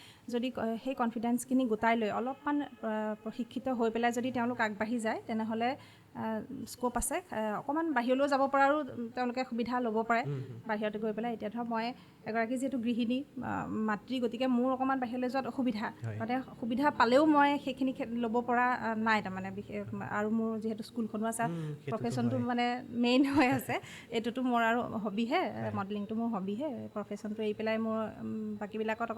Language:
Assamese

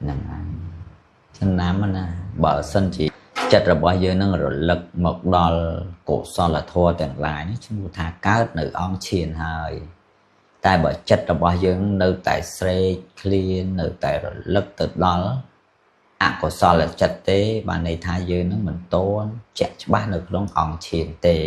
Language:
Khmer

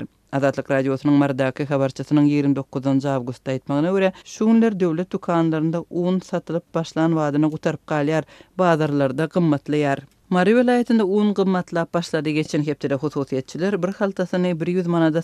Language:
Turkmen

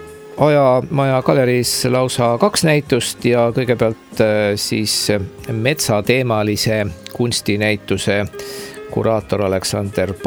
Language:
Estonian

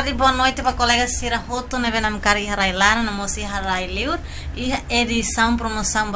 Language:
Tetum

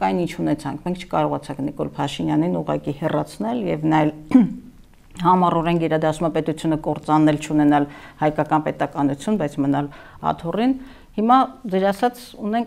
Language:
Armenian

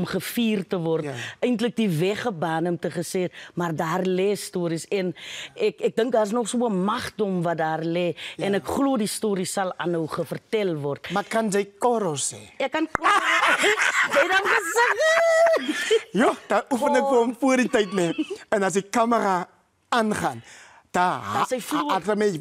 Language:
Afrikaans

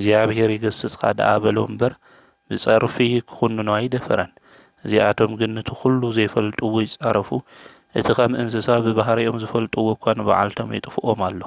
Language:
Tigrinya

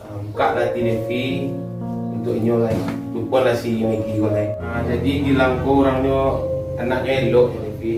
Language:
Minangkabau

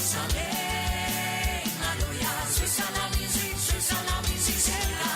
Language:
Morisyen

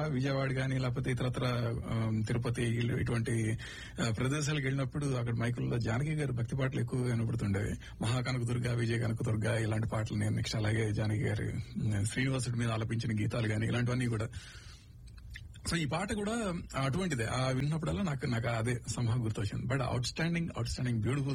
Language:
Telugu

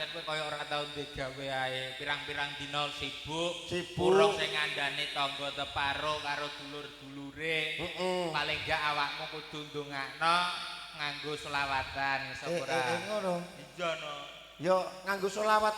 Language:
Javanese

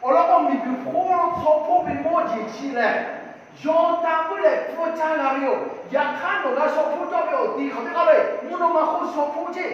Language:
Lahu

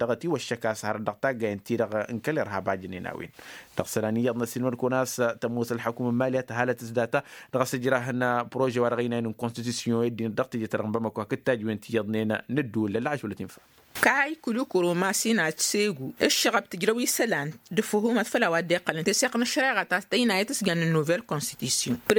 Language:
Tamasheq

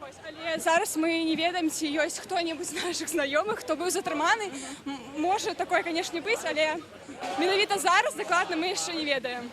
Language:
Belarusian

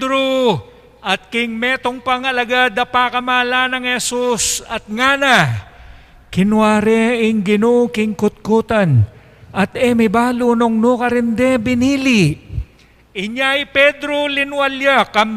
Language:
Pampanga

